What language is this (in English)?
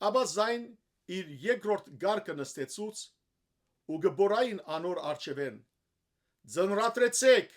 Western Armenian